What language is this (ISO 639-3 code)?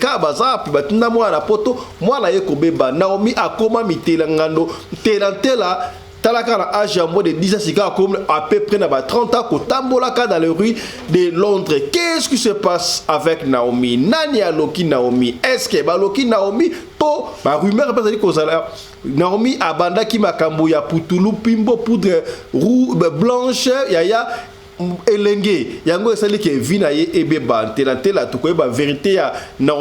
lin